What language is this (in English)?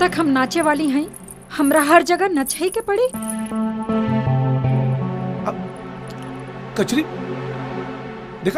Bhojpuri